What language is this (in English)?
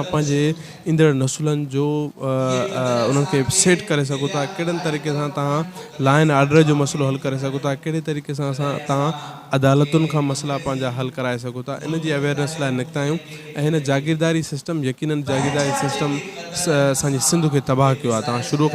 Sindhi